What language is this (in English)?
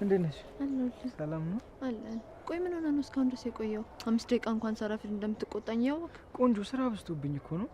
Amharic